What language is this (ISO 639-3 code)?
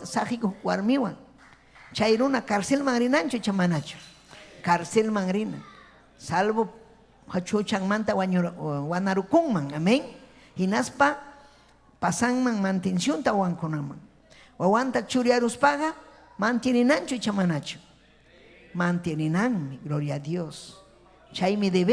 quy